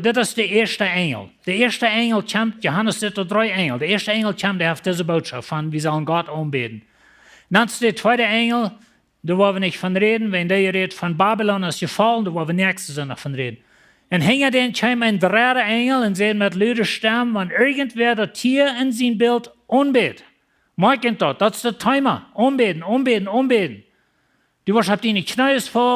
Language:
Plautdietsch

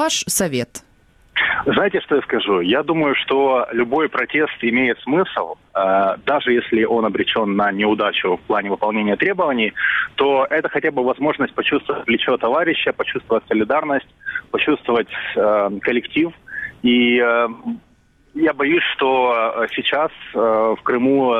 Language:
Russian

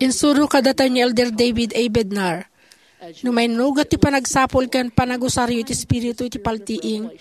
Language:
Iloko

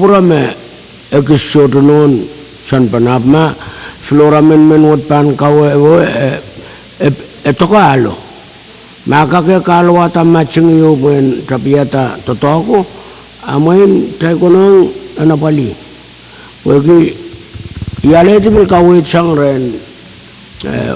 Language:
Pohnpeian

